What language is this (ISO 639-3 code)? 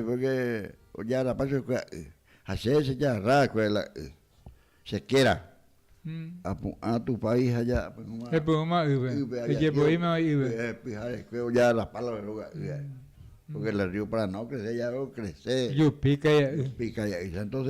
grn